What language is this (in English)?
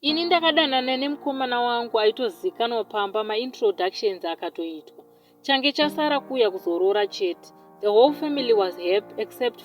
Shona